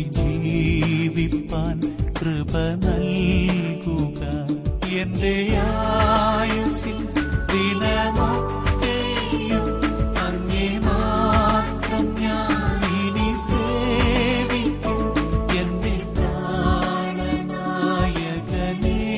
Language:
Malayalam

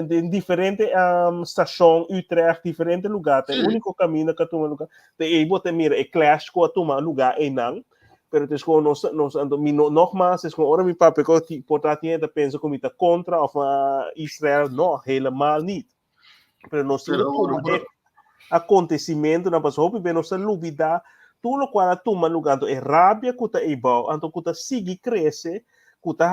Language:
Papiamento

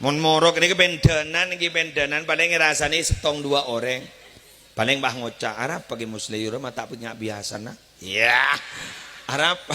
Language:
Madurese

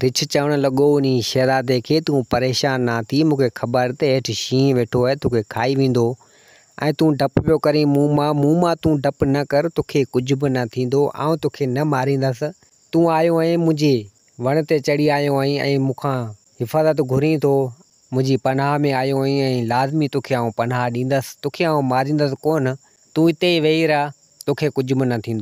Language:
Sindhi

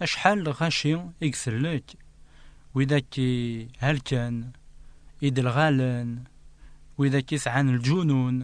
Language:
Kabyle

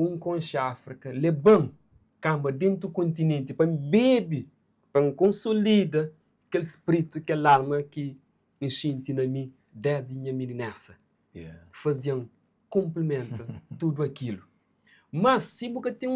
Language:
Kabuverdianu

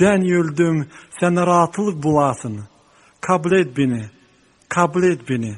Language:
Gagauz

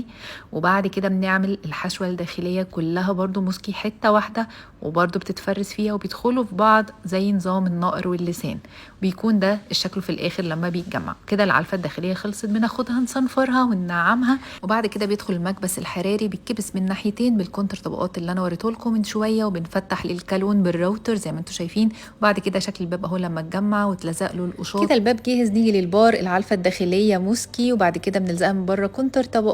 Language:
Egyptian Arabic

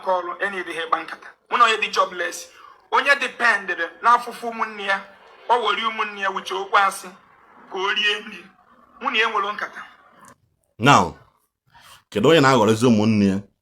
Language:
Igbo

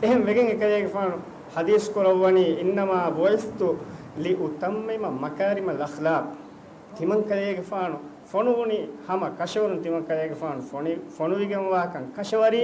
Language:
Divehi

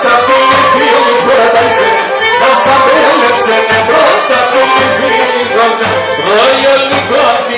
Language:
Greek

